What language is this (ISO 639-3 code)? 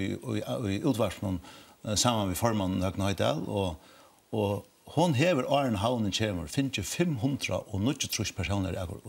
fao